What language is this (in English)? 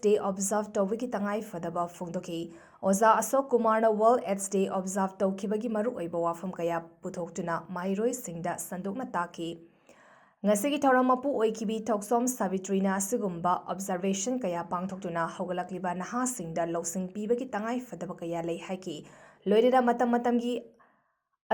Manipuri